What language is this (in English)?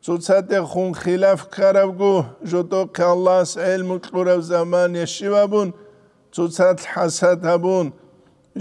Avaric